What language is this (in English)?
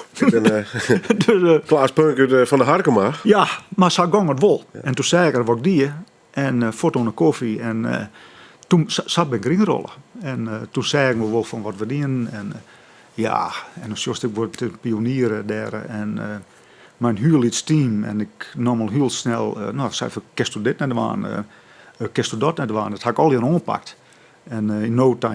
Western Frisian